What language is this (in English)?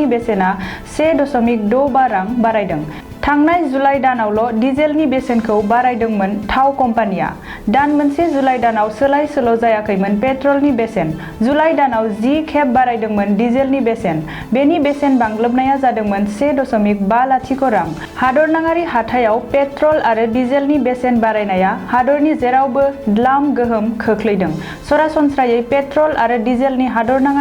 Bodo